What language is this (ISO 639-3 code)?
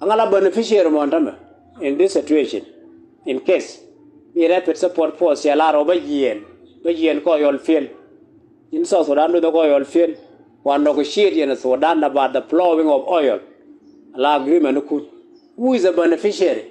nus